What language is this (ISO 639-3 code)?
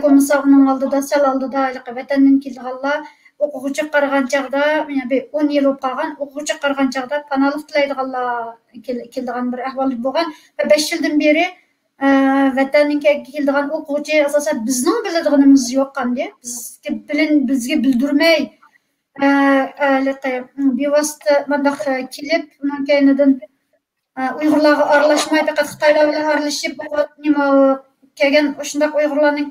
uig